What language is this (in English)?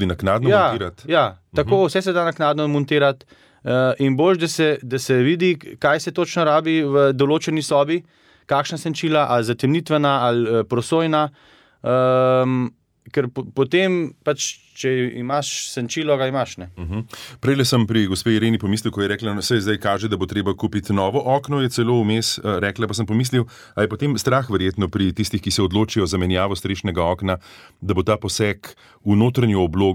Slovenian